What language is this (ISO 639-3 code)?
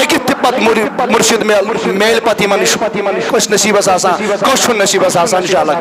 kas